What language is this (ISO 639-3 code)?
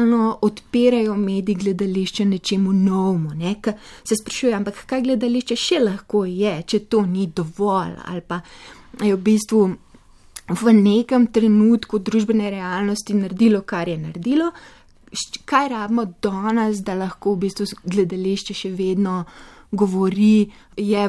slv